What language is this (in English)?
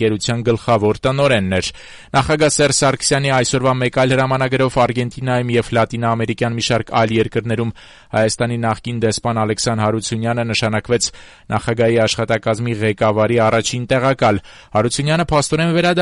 Armenian